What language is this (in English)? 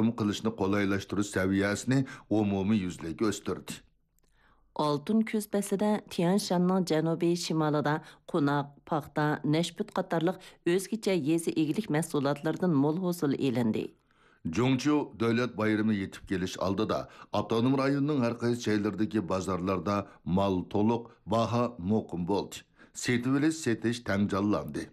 Uyghur